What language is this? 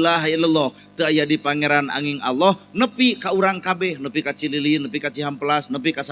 Sundanese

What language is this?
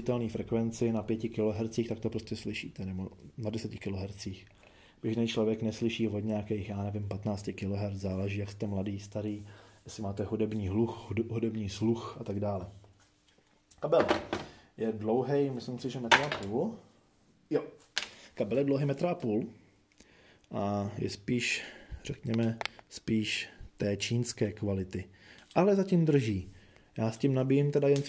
Czech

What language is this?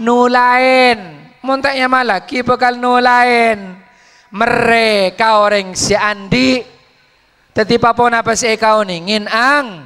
Madurese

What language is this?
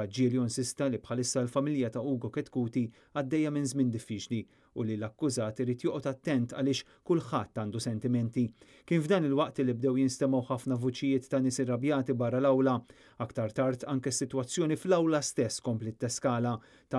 Maltese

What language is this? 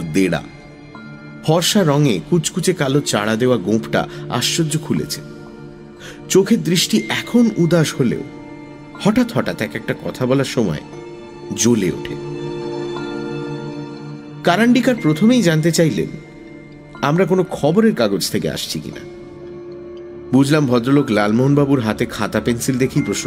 Bangla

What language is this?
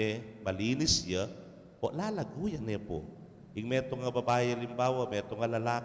Pampanga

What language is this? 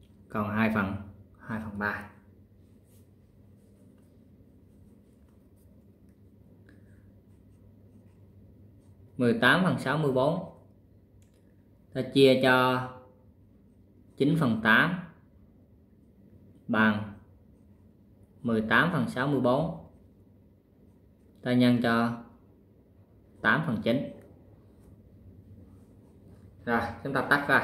Vietnamese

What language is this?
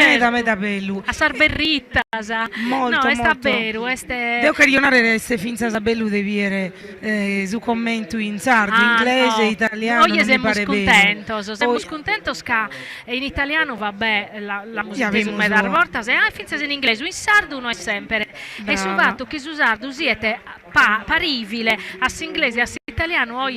Sardinian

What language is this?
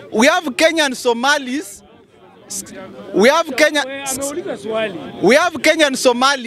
Swahili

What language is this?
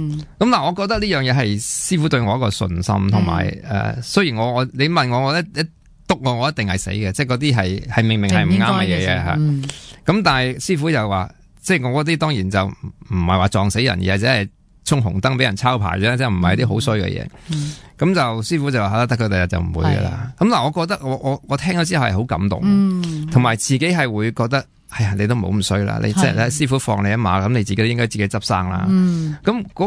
Cantonese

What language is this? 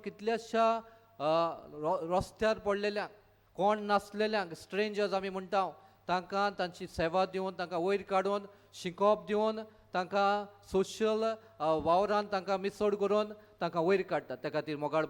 Konkani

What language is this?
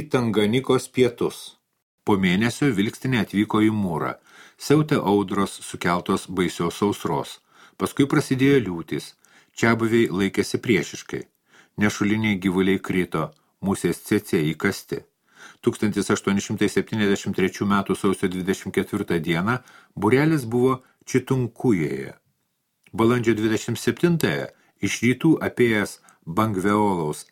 Lithuanian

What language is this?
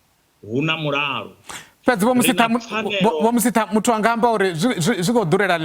Venda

